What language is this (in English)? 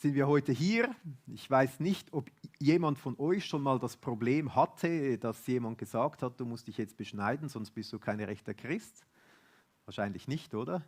Swiss German